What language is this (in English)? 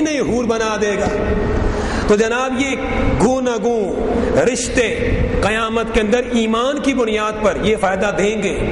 Urdu